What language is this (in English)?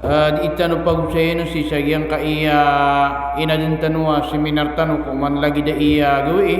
Maranao